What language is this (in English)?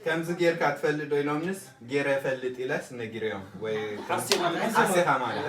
Tigrinya